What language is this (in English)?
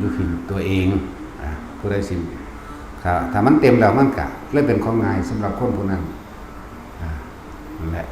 Lao